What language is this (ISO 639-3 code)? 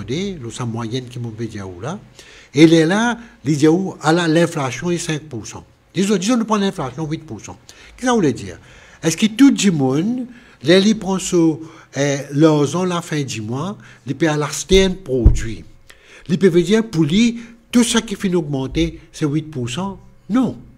mfe